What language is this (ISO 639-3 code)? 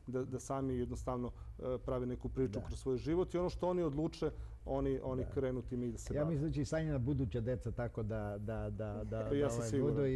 srp